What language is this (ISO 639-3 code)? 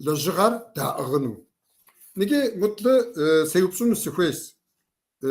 kbd